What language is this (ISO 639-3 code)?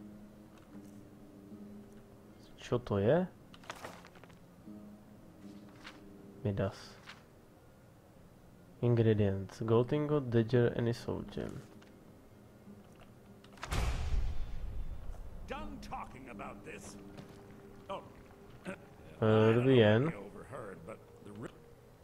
ces